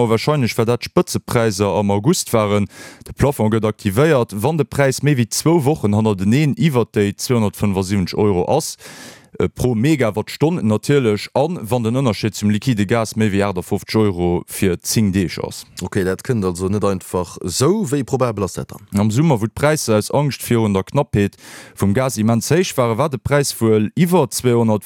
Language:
Luxembourgish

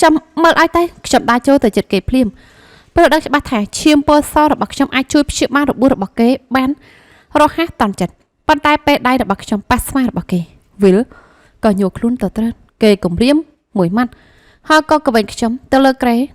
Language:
Khmer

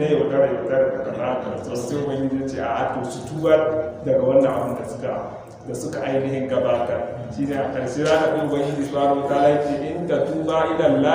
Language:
Hausa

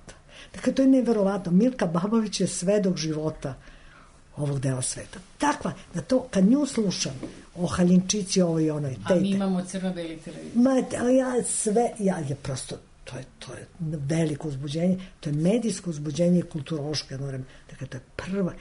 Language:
Serbian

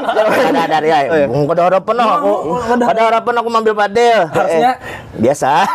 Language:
Banjar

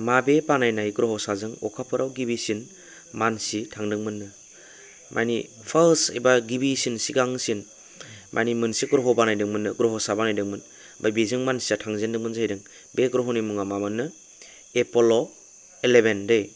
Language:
Bodo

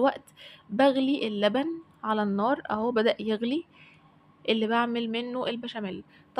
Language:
Egyptian Arabic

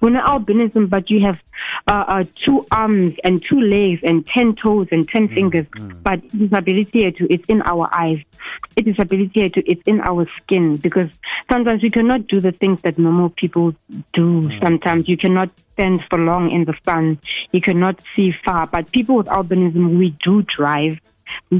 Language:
South Ndebele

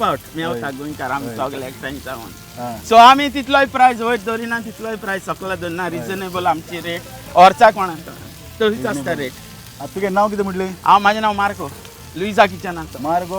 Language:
Konkani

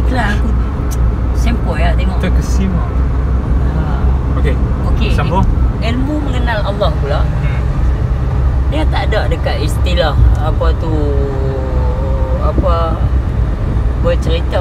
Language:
Malay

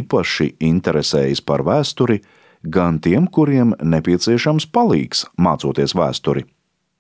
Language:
Latvian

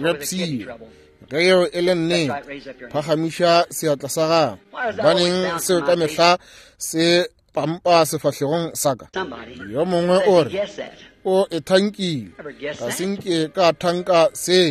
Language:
Northern Sotho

